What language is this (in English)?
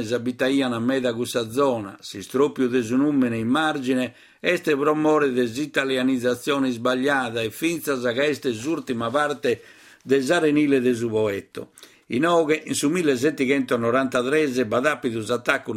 Sardinian